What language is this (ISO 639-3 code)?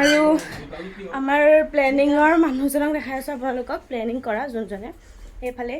asm